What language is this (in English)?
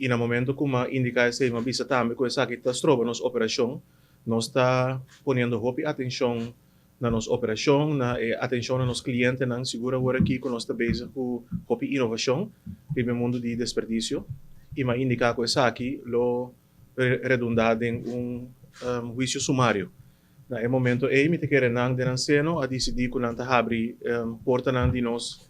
Papiamento